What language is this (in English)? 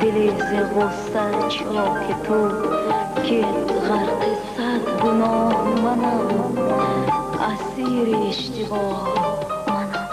Tajik